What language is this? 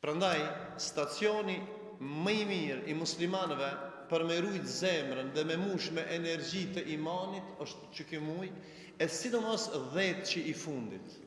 Albanian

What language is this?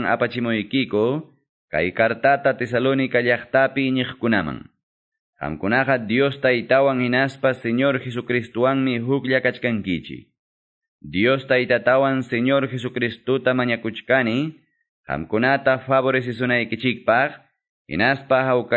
Quechua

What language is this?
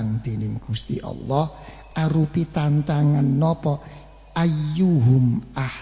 Javanese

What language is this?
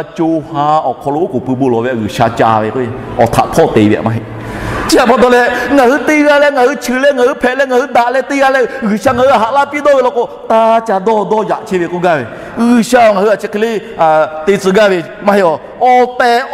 Lahu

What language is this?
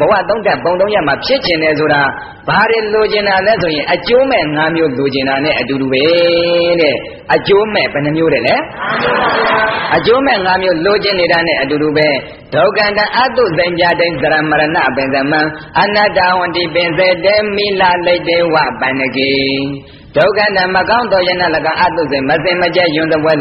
Burmese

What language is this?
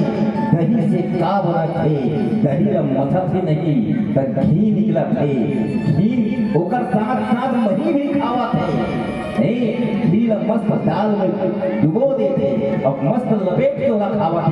Chhattisgarhi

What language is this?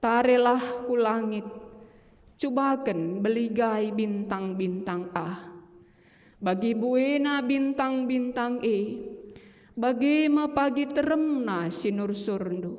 Batak Karo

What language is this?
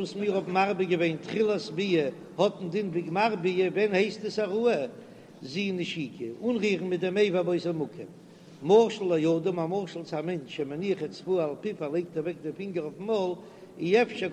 Yiddish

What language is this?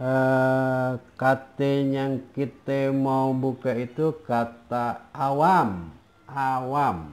Betawi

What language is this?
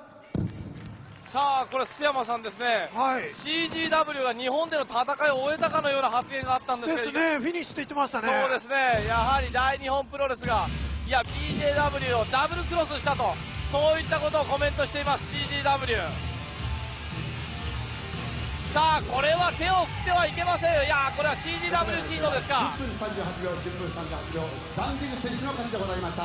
Japanese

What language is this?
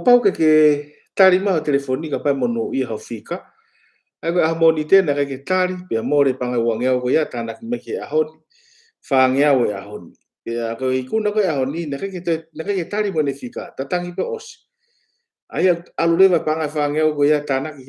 Tongan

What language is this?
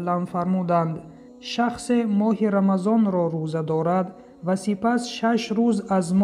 Tajik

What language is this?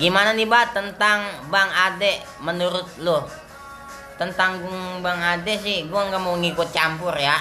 Betawi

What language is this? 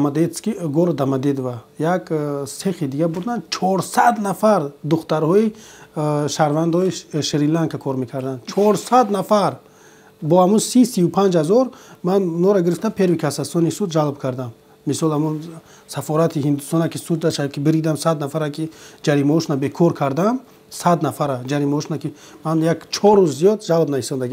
Tajik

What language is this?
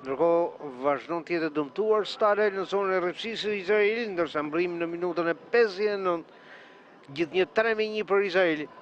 Albanian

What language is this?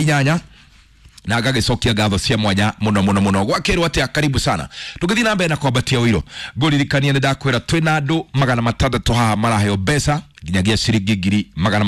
Kikuyu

